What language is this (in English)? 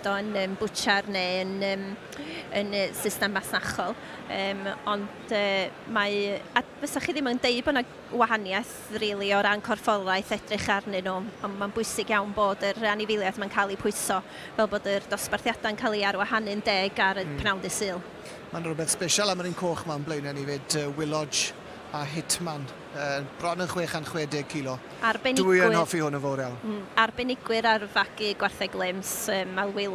Welsh